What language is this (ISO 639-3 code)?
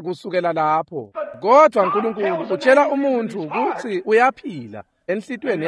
ssw